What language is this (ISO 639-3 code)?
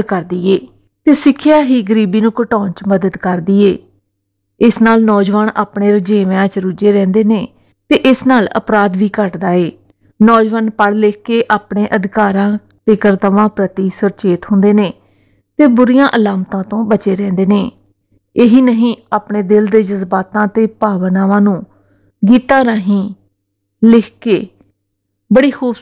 pan